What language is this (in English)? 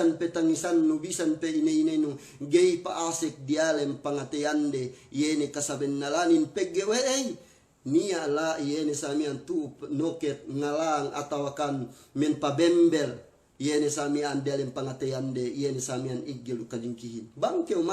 Yakan